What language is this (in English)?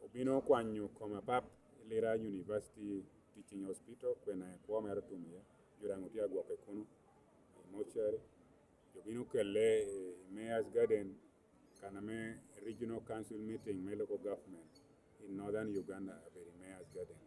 Lango (Uganda)